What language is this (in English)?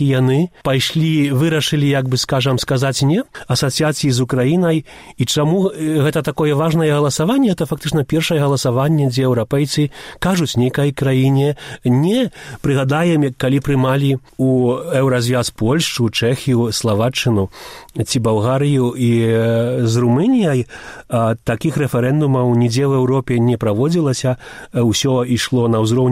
Belarusian